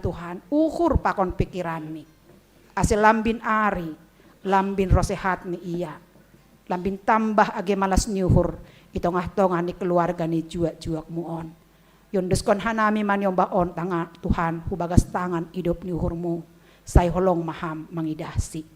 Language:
Batak Simalungun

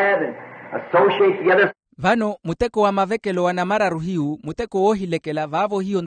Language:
Makhuwa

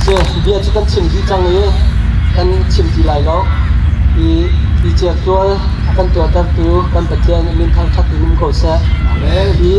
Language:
Hakha Chin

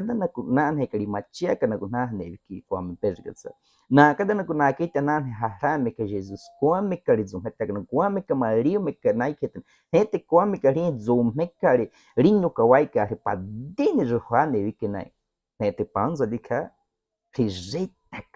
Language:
Baniwa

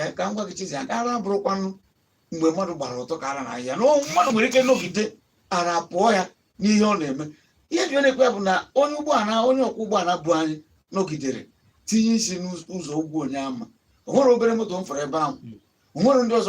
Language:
Igbo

